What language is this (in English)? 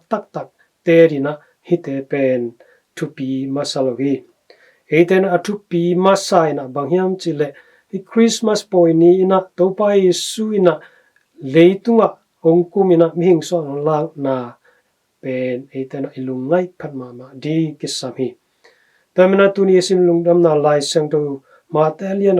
Tedim Chin